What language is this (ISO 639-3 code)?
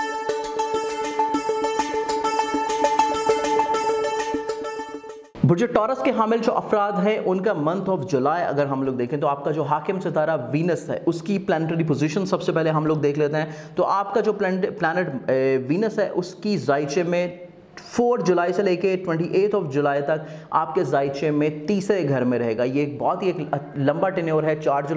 urd